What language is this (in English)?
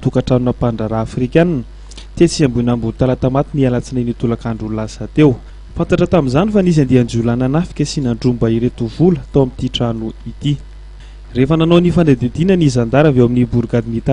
Malagasy